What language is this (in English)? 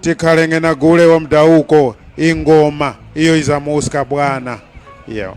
Tumbuka